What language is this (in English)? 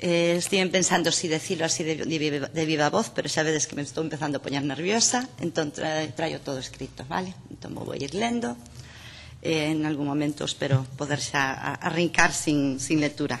Galician